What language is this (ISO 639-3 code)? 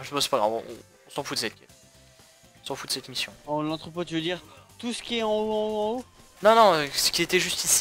fra